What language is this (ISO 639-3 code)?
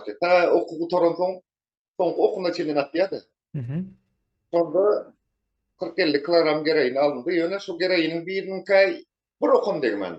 tuk